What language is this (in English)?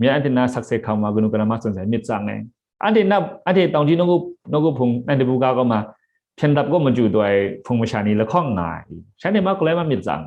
Kachin